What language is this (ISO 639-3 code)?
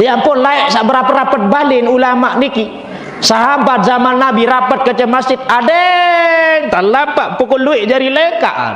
sas